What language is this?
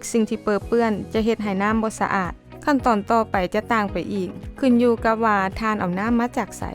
Lao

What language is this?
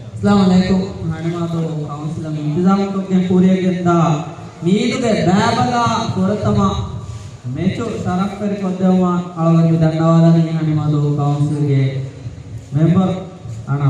Divehi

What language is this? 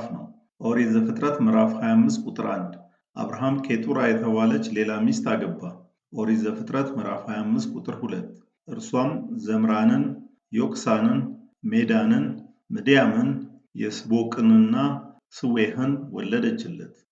Amharic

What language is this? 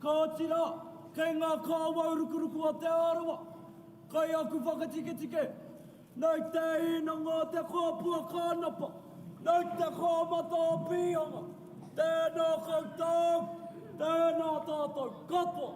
Māori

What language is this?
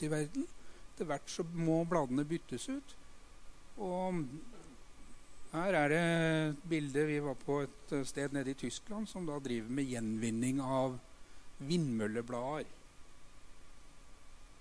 Norwegian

